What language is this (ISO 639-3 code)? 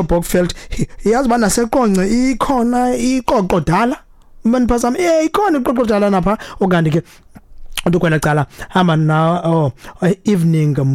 xho